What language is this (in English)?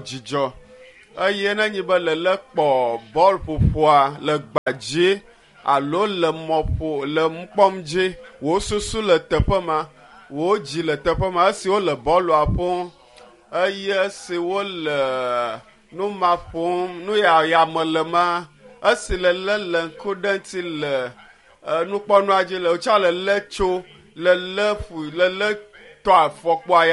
Ewe